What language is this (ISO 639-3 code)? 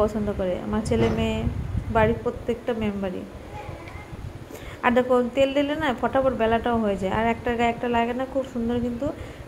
ben